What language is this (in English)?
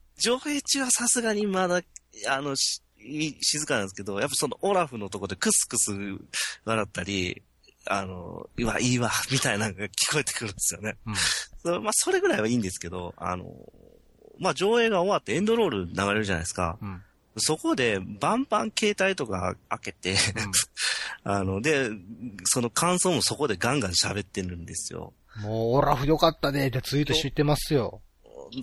Japanese